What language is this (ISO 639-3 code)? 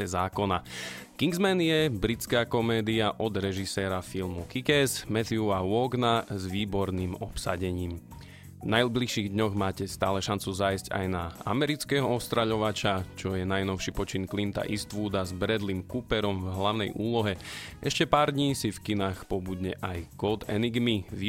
slk